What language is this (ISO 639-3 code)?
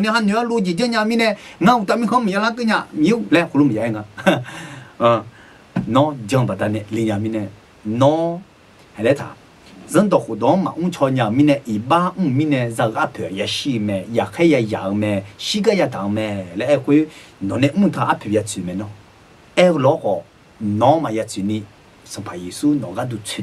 ahk